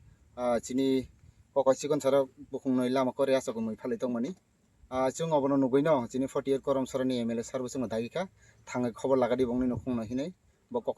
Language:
Kok Borok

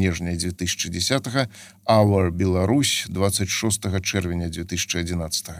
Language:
Belarusian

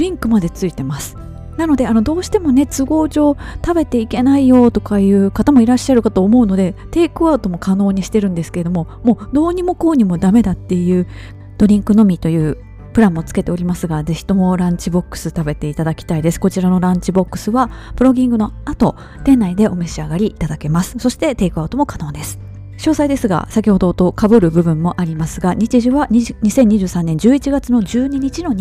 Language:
Japanese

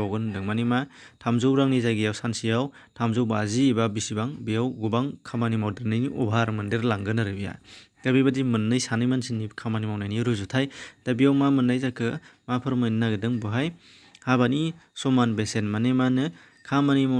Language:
Bodo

